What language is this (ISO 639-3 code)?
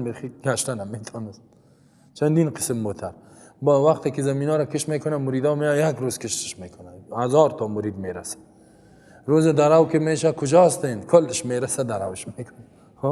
fas